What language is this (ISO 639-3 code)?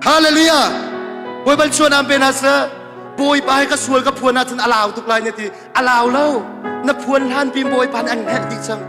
cnh